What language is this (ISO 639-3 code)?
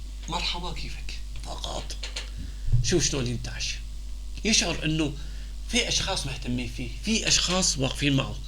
apc